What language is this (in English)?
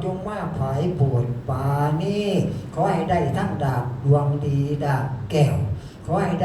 Lao